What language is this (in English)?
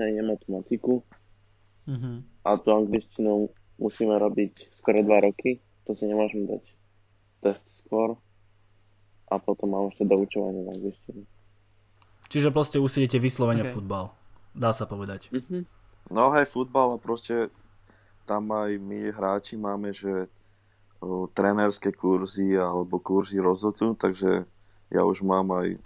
Slovak